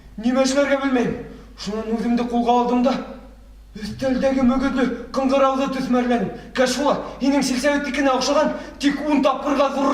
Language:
Bashkir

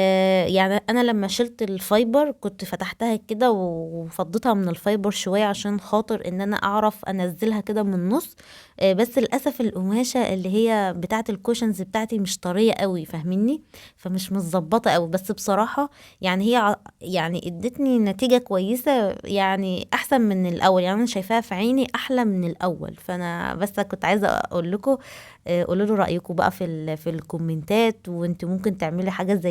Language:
Egyptian Arabic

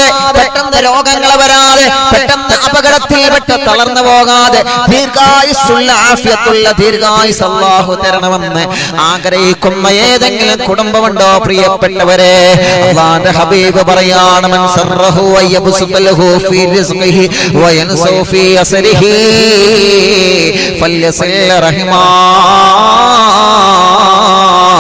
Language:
Malayalam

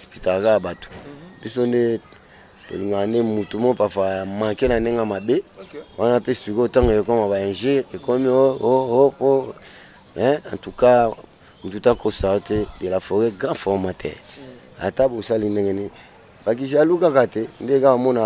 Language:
Lingala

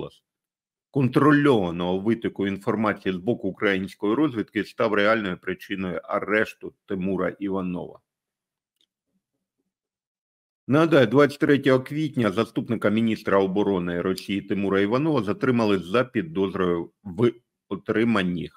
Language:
Ukrainian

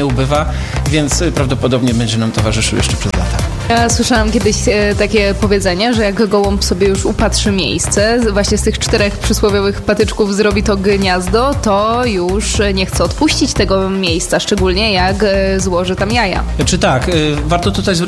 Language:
Polish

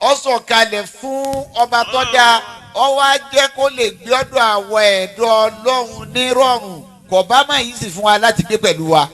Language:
Yoruba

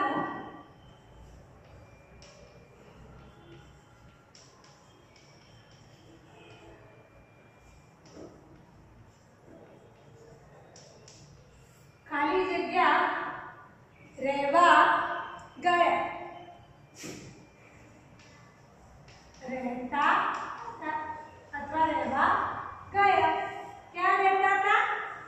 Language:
Gujarati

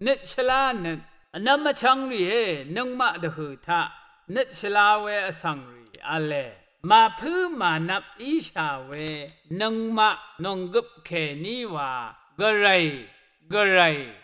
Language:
Rawang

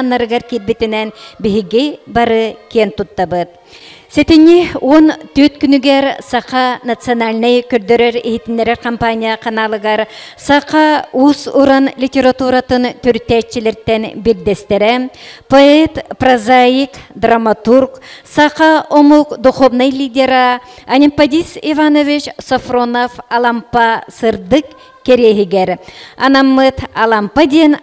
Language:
Yakut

